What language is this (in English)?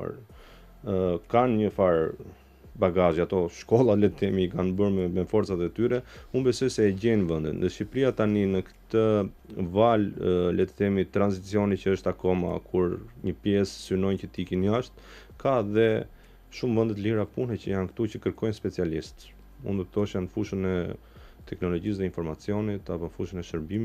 Albanian